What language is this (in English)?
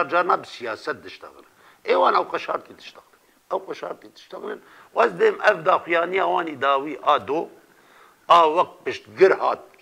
Kurdish